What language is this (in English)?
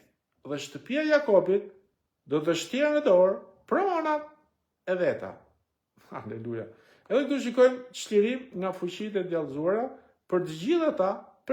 Albanian